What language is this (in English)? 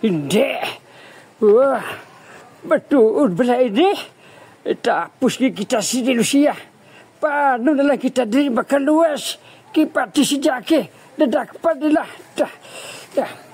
Hiligaynon